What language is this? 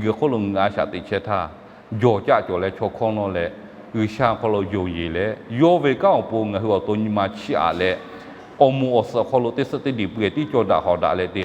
Lahu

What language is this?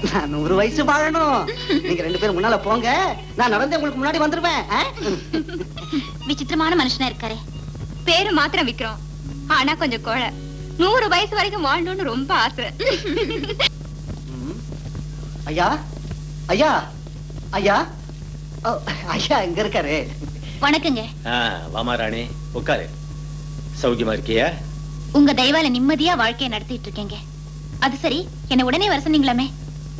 Tamil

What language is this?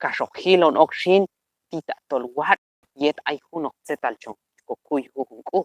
Q'anjob'al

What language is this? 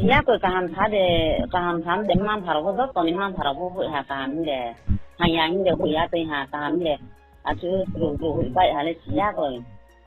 Riang (India)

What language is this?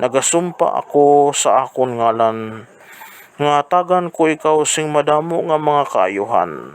Hiligaynon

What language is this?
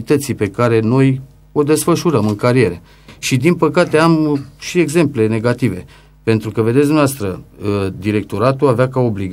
Romanian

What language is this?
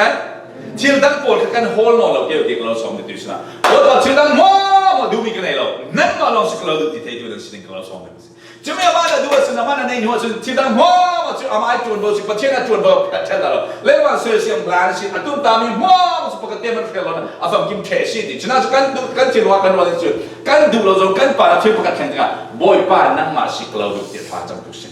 Falam Chin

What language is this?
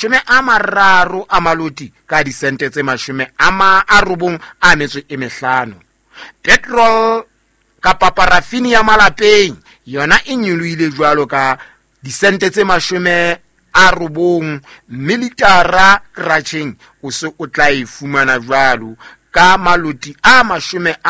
Southern Sotho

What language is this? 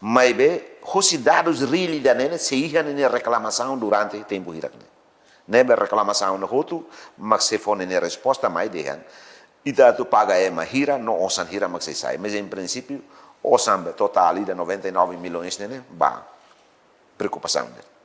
Tetum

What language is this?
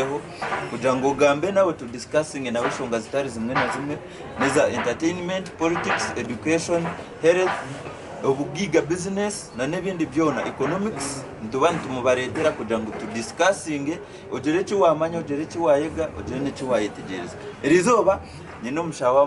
Nyankole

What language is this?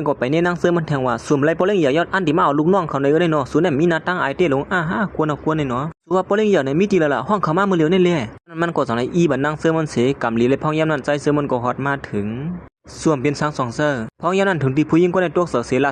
Shan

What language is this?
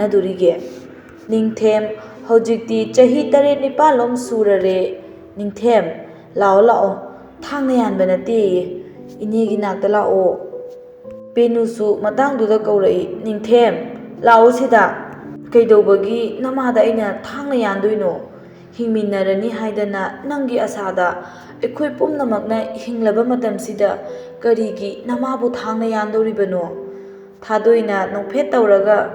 Manipuri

